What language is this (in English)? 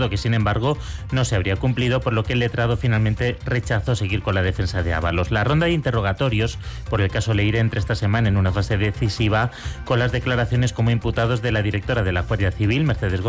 Spanish